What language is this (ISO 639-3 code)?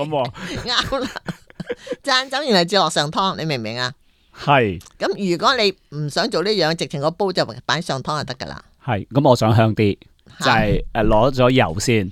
yue